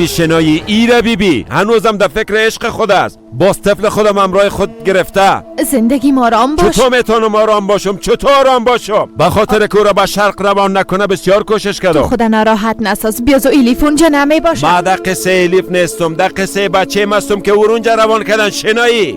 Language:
Persian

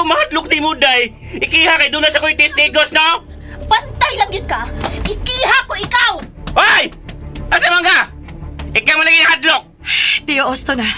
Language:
Cebuano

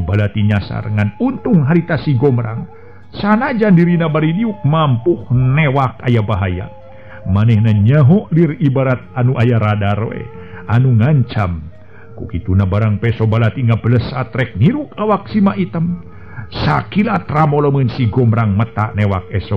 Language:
Sundanese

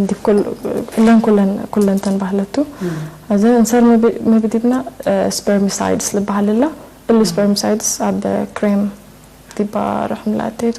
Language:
Tigre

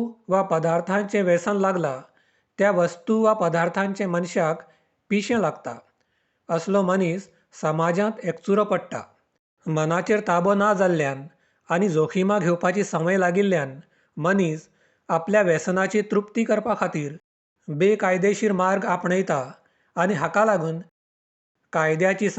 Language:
Konkani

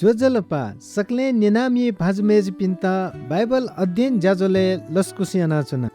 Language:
Newari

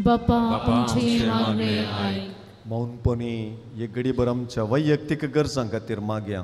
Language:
Konkani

